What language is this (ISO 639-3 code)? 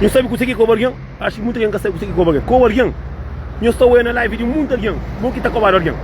kea